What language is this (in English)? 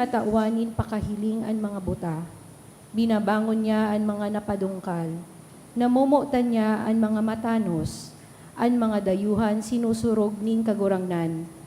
Bikol